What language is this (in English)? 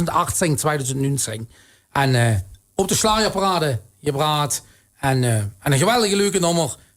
Limburgish